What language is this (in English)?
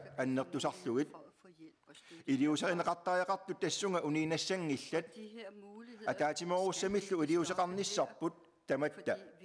Kalaallisut